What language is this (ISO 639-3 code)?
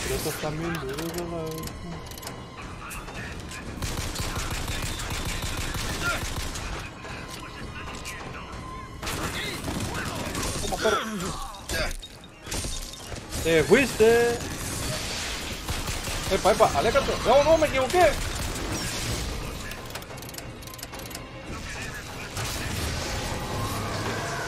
spa